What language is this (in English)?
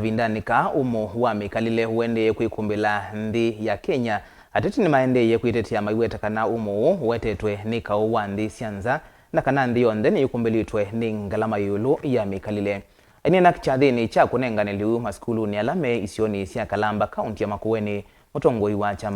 Kamba